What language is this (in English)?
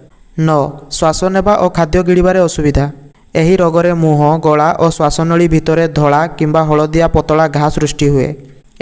Odia